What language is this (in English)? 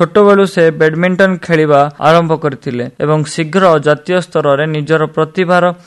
Odia